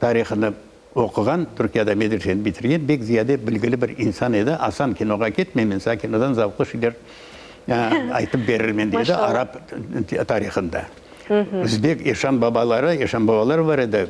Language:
Crimean Tatar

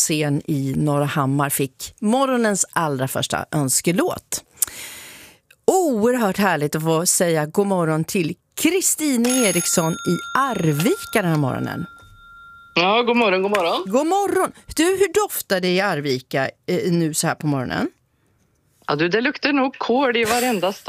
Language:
Swedish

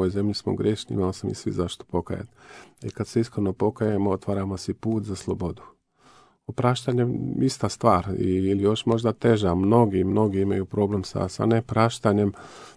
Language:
Croatian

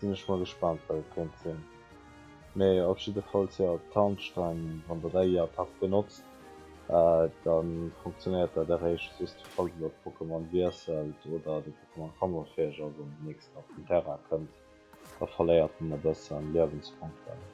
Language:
Luxembourgish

